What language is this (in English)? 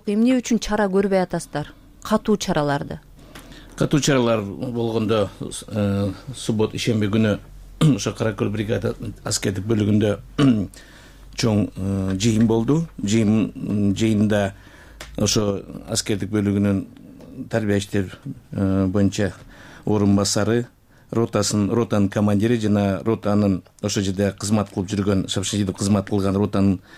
Kyrgyz